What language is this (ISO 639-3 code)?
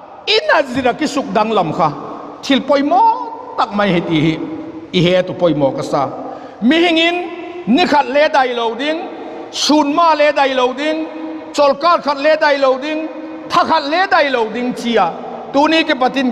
vap